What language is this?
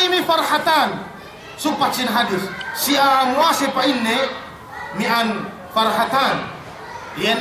Yakan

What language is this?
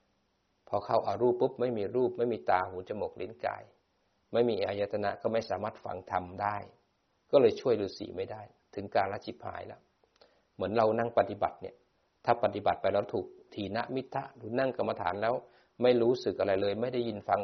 Thai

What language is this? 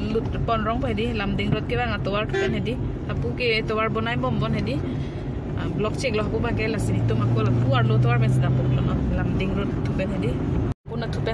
Karbi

